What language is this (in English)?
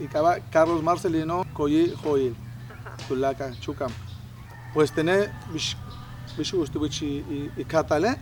Yucateco